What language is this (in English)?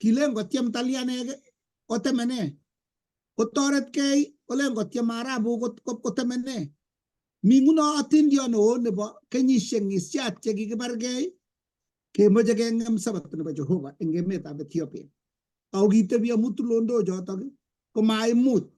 Kalenjin